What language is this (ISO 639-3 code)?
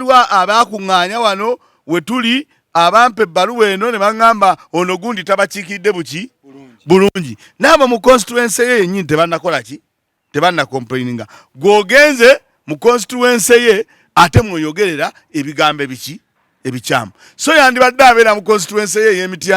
lug